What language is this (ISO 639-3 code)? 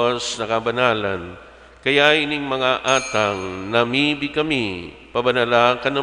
bik